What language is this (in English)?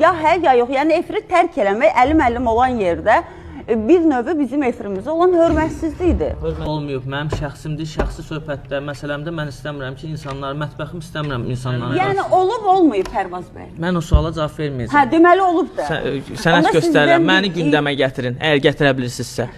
Azerbaijani